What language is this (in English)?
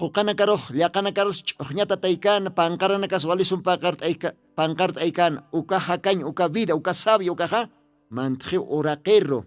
Aymara